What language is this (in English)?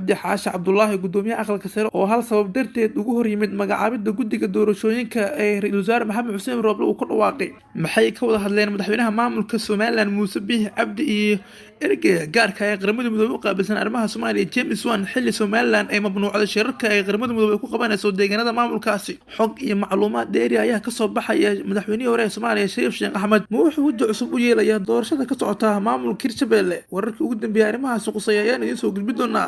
Somali